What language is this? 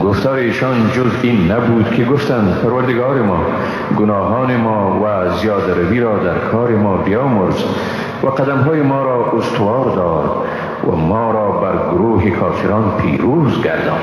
Persian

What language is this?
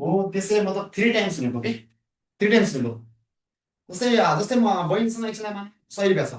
Nepali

